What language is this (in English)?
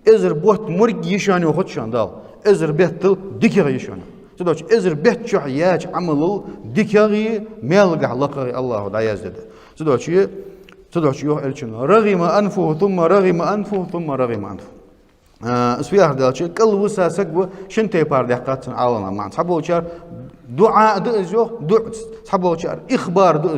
Ingush